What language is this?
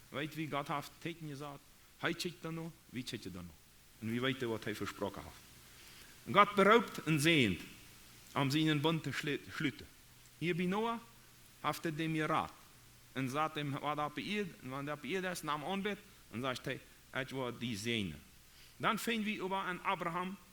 Plautdietsch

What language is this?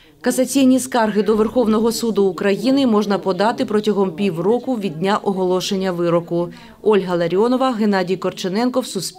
Ukrainian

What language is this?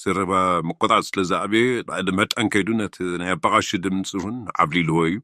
Tigrinya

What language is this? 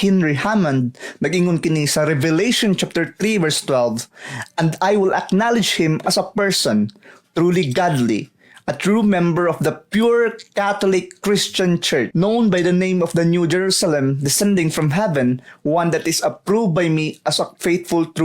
Cebuano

